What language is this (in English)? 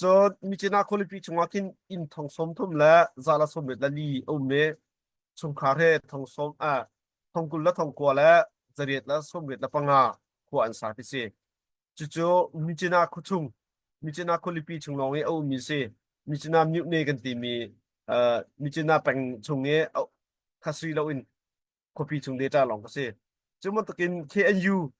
Hakha Chin